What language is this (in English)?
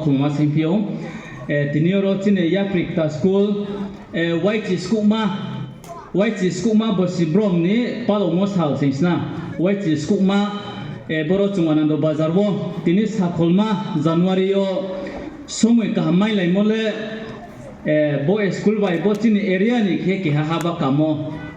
Riang (India)